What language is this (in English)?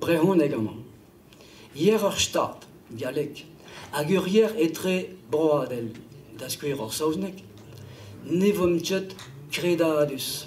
Breton